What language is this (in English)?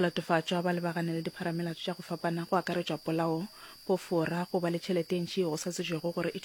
Northern Sotho